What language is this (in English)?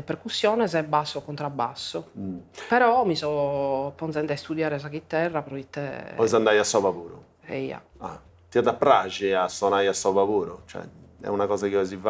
Sardinian